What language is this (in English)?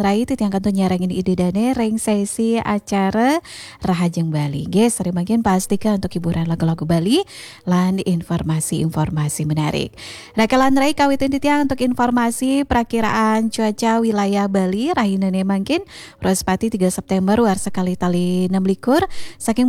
Balinese